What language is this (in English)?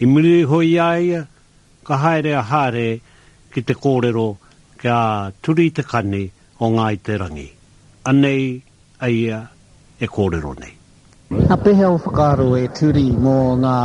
Māori